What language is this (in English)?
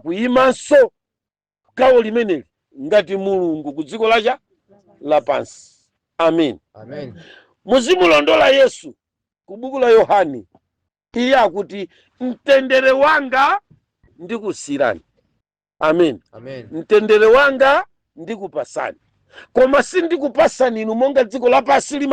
Nyanja